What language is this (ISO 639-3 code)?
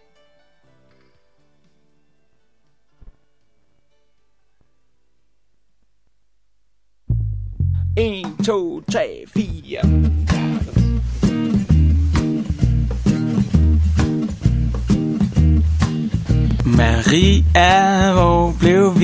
dan